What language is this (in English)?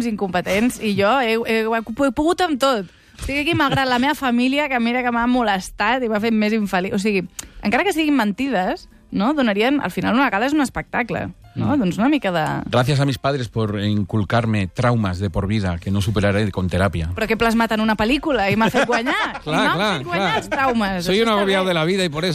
Catalan